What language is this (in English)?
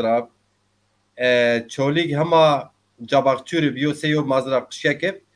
Zaza